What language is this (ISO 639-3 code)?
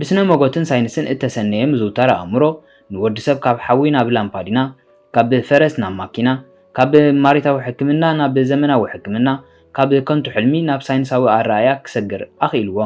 tir